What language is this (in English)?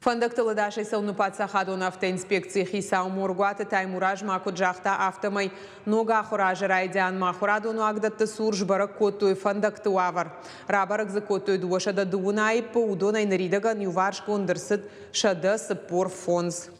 Ossetic